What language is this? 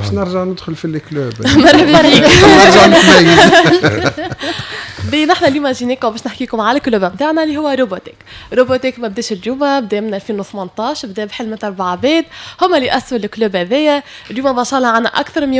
Tunisian Arabic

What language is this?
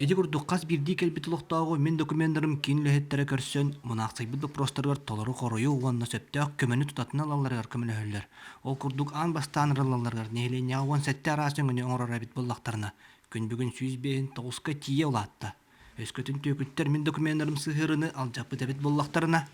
Yakut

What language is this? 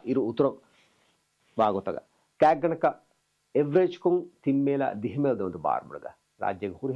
Divehi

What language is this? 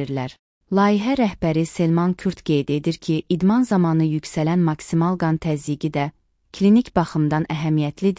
Azerbaijani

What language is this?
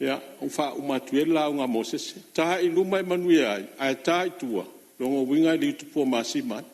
Samoan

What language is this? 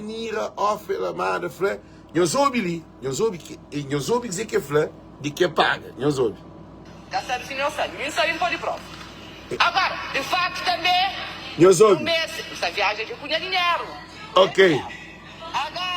Kabuverdianu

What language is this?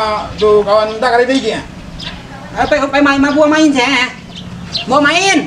Minangkabau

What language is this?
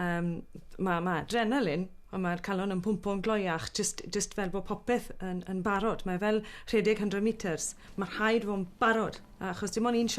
Welsh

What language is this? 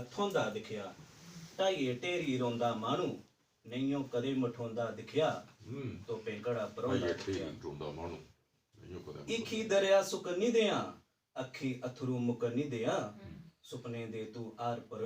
Dogri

